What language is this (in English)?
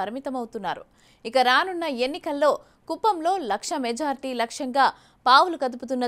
Telugu